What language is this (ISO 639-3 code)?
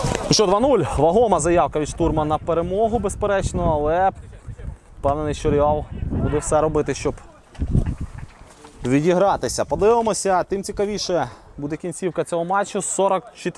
ukr